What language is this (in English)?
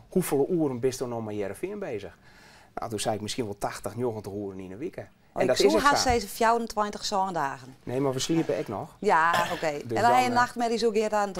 Western Frisian